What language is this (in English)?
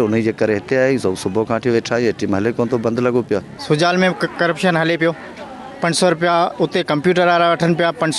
Sindhi